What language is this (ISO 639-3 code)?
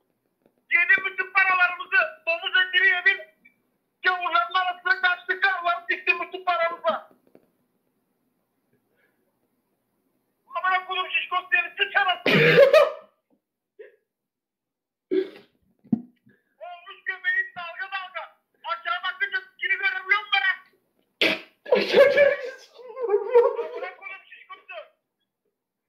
tur